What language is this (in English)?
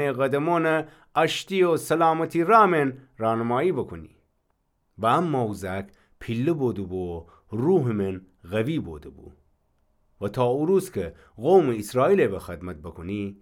Gilaki